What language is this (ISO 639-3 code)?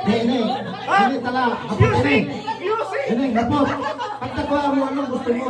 bik